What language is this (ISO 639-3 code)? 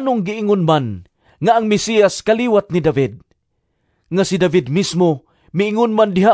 ceb